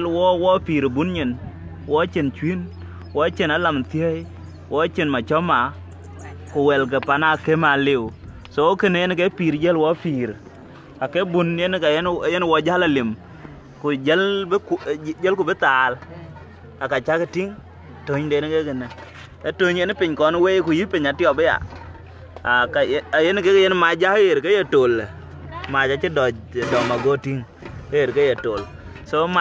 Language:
Dinka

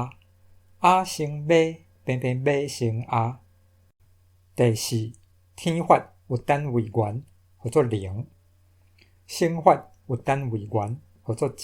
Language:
Min Nan Chinese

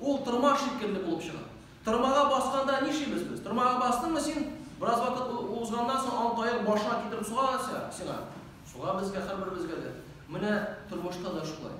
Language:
Tatar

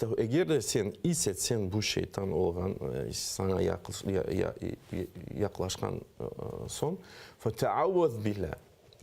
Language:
Crimean Tatar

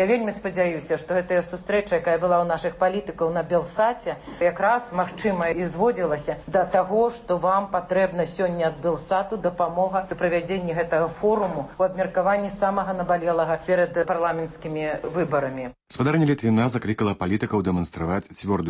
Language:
Belarusian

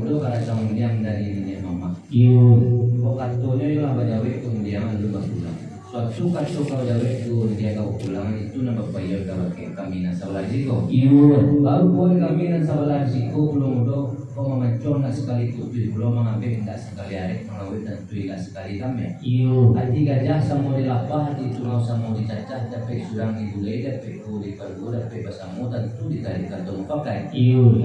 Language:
Minangkabau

